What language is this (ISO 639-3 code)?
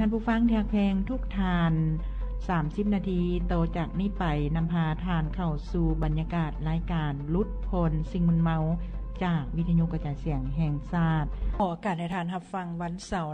lao